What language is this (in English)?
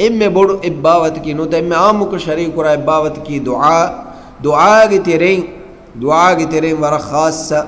Divehi